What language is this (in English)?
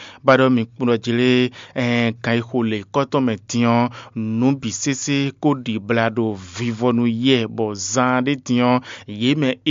Fon